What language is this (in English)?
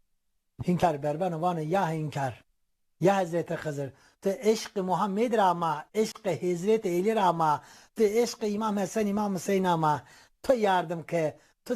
Zaza